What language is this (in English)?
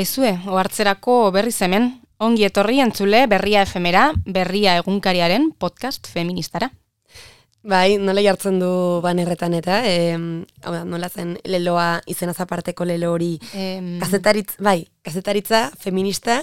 Basque